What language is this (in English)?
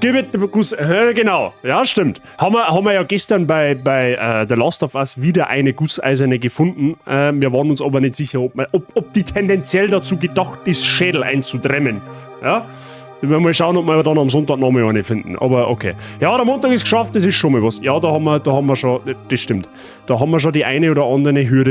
Bavarian